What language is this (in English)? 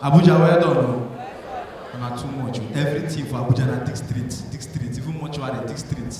Nigerian Pidgin